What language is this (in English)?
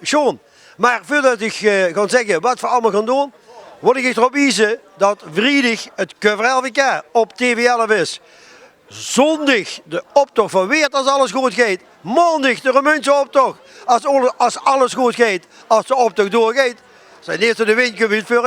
Limburgish